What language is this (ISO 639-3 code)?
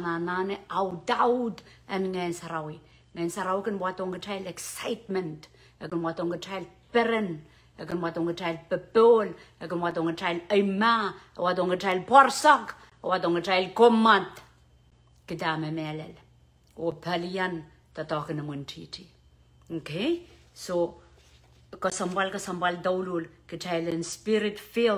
pon